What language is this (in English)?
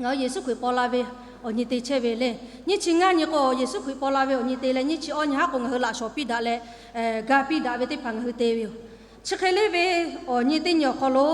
Lahu